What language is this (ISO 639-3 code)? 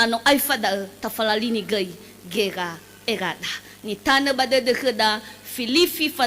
nia